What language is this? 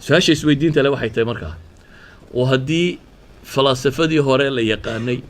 Somali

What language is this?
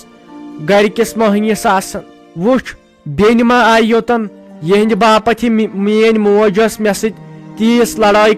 Kashmiri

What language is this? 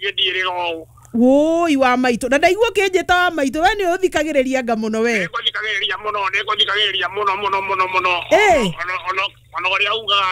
Kikuyu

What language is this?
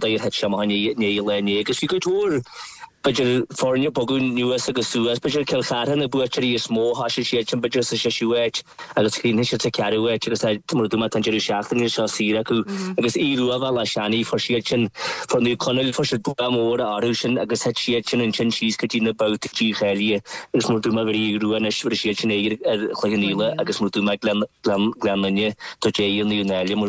Irish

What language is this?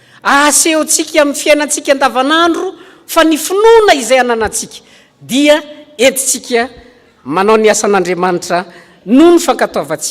Malagasy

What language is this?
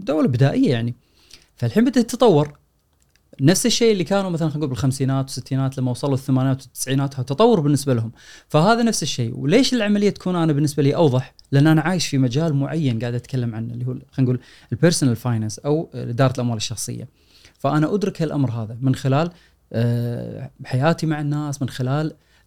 Gulf Arabic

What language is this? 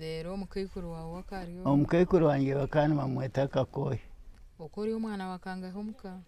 Nyankole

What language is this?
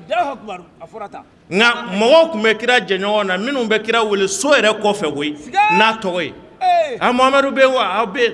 Bambara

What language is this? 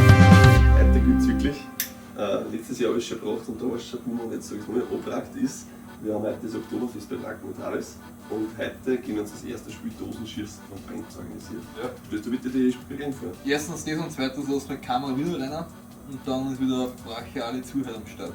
Bavarian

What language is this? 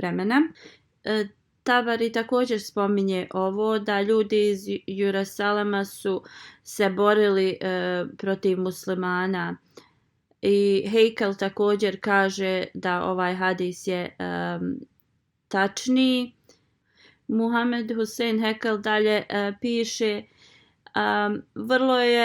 Bosnian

